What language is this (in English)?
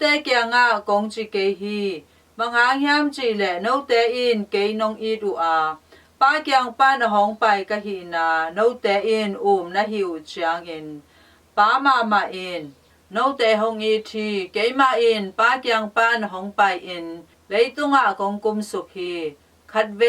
Tedim Chin